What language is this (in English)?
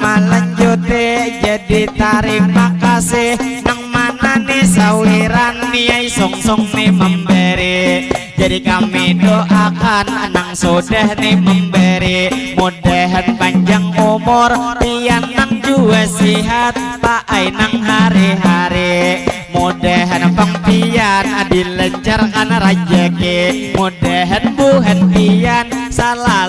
Banjar